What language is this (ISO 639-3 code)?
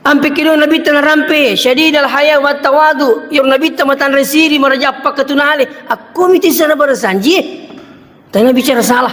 bug